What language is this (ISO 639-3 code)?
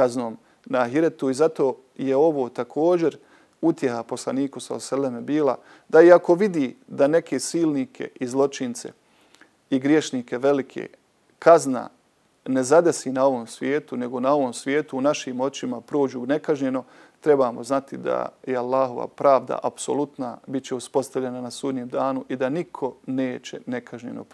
bos